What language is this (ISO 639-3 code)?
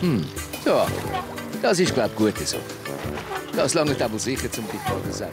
gsw